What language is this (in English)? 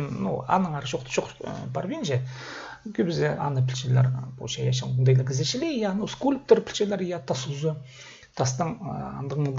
Khakas